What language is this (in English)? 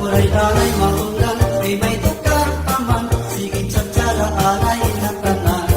Waray